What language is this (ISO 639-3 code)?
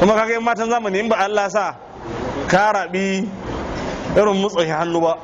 hau